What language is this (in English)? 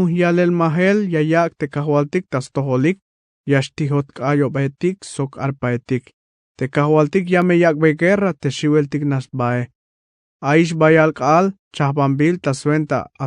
Tzeltal